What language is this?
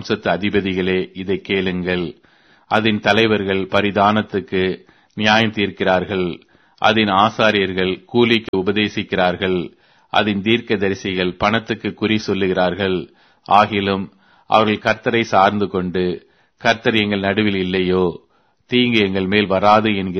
Tamil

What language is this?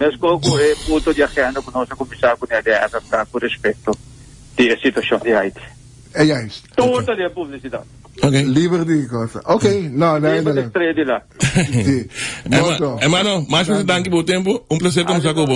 Papiamento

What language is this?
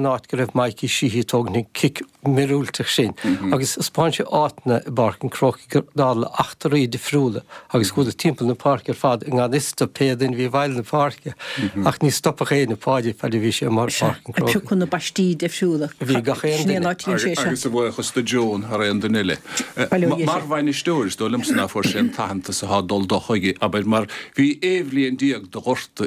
Irish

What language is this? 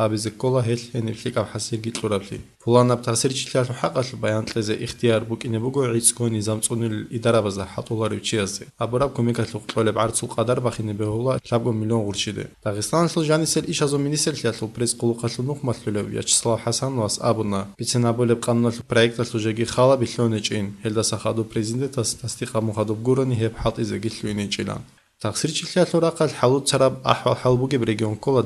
Avaric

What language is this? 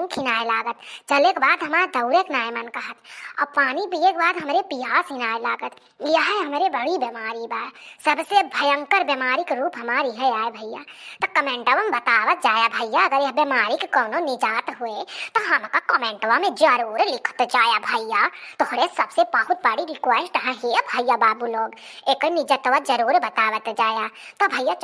Awadhi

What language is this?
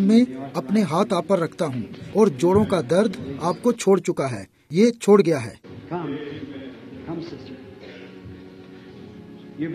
Urdu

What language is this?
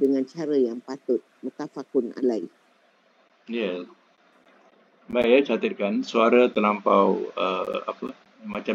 Malay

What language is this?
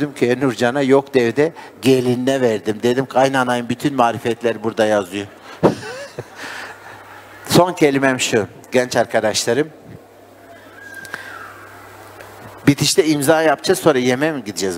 Turkish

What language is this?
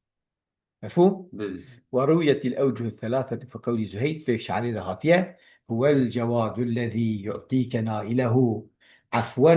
Kurdish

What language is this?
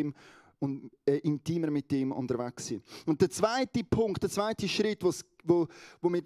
Swiss German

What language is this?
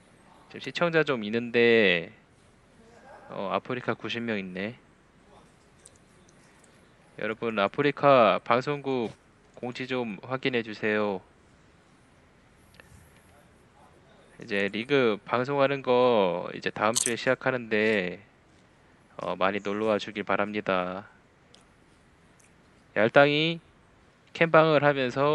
Korean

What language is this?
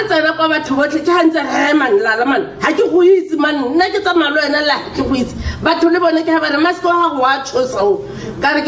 Tswana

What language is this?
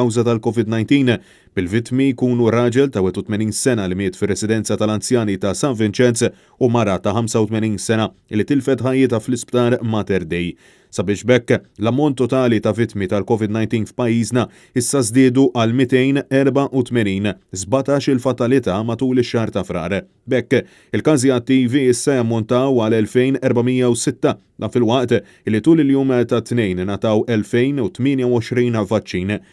Maltese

